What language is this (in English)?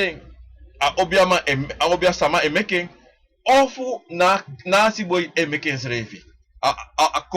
Sranan Tongo